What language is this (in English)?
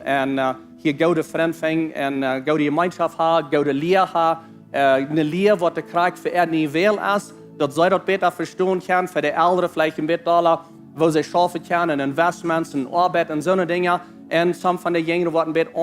Plautdietsch